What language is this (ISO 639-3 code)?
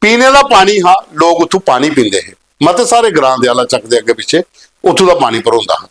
doi